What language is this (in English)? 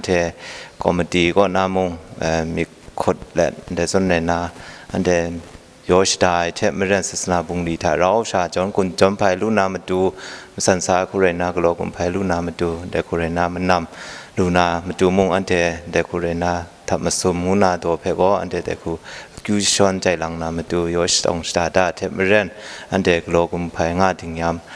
Kachin